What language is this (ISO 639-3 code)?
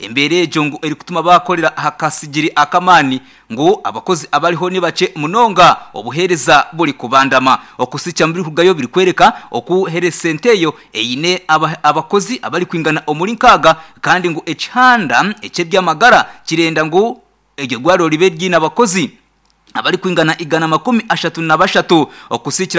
nyn